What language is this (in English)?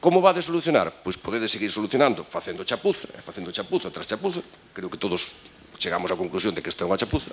Galician